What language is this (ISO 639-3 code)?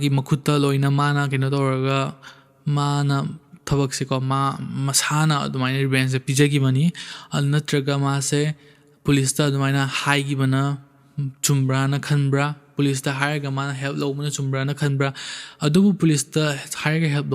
mni